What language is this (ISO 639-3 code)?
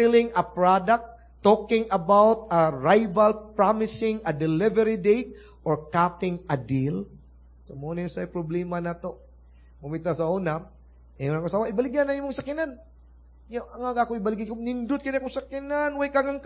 ceb